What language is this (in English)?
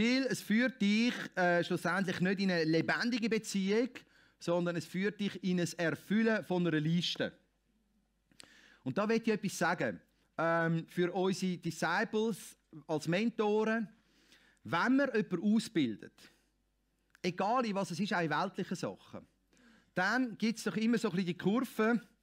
German